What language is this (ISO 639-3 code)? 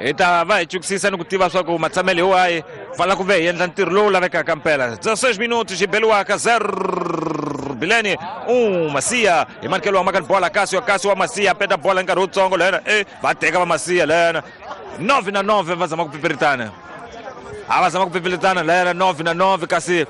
tso